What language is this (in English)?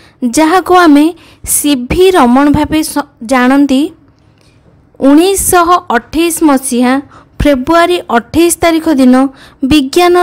Odia